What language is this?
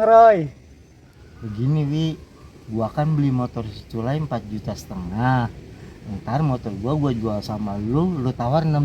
Betawi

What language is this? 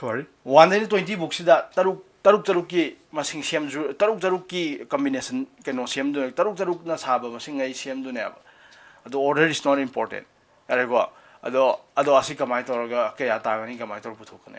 Manipuri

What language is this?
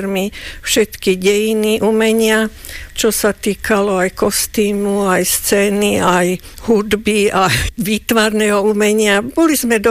Slovak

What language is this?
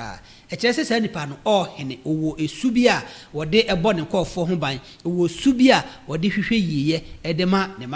Akan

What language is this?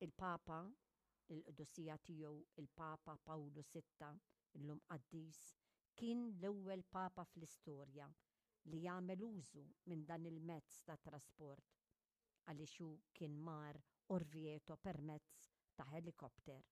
Maltese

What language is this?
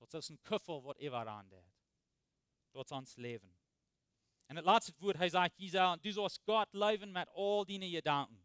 Plautdietsch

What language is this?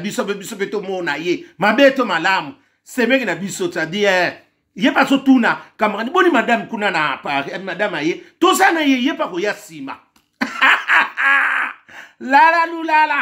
Lingala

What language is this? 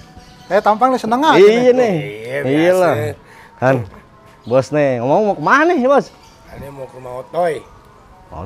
Betawi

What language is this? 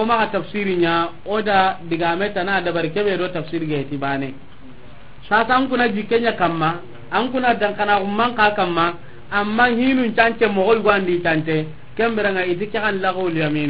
Soninke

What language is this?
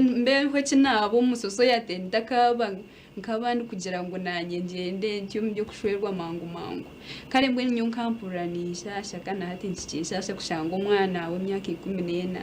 Nyankole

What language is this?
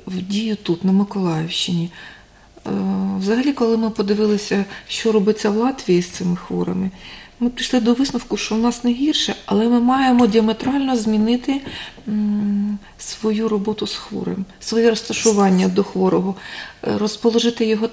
Ukrainian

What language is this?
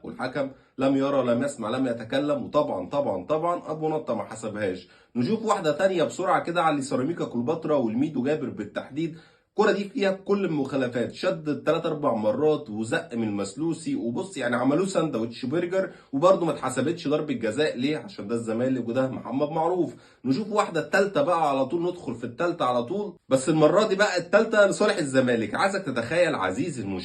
Egyptian Arabic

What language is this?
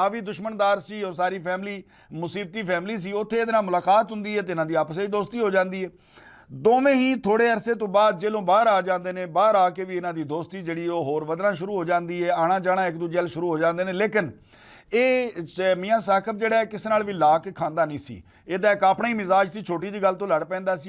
Western Panjabi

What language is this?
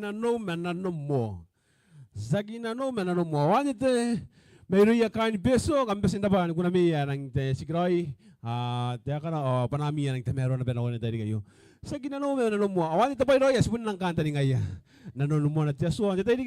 Gilbertese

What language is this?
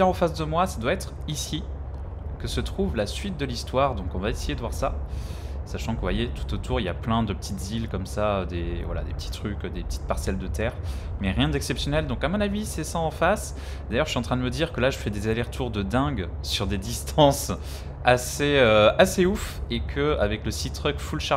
French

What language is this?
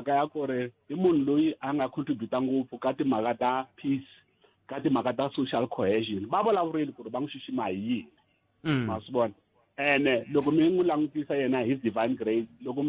Tsonga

